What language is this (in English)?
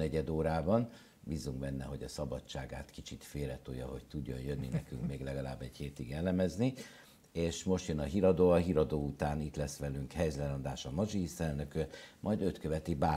Hungarian